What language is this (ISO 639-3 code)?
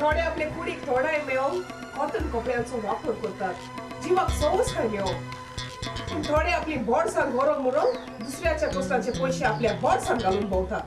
kok